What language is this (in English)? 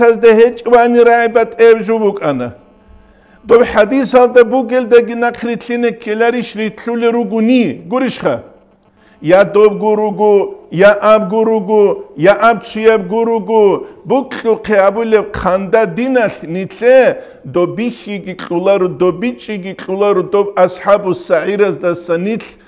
Avaric